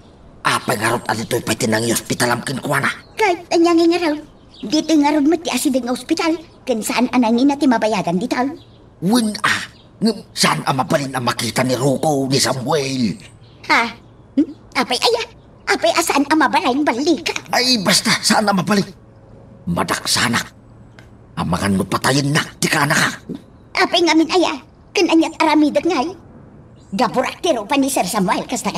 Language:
Iloko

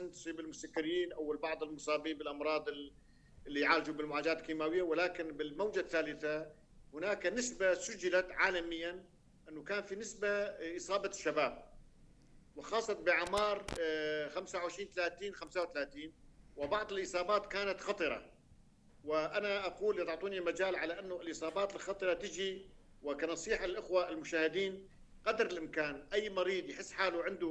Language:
North Levantine Arabic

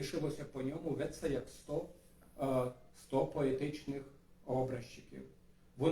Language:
Rusyn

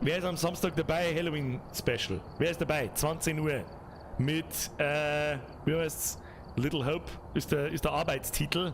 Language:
Bavarian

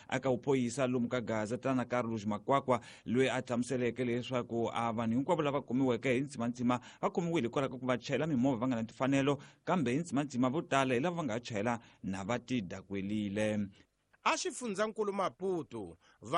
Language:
Tsonga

